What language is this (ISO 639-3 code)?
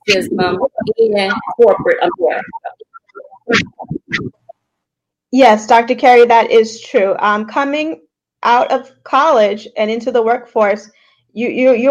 eng